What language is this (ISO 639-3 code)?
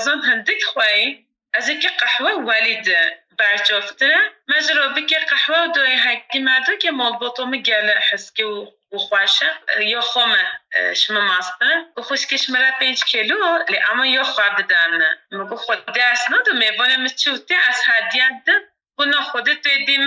kur